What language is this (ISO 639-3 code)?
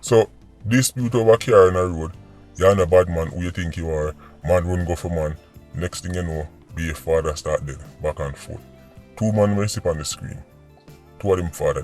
jam